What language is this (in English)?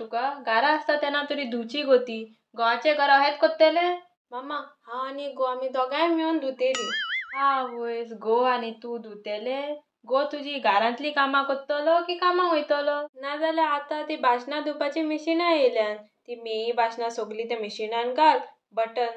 Konkani